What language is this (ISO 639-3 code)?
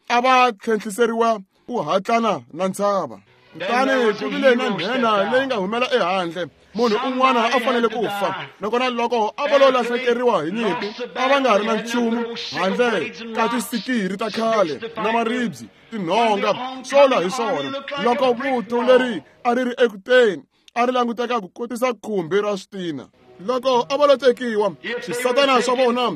tso